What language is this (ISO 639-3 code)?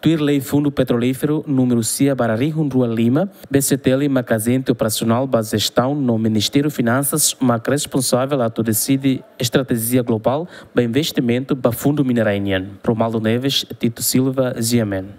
tet